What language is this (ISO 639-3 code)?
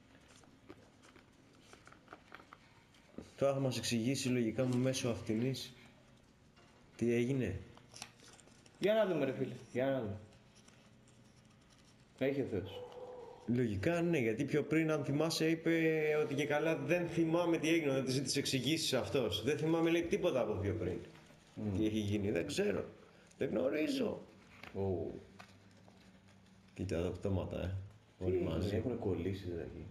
ell